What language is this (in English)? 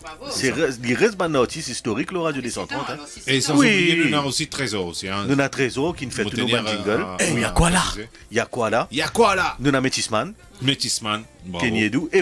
Morisyen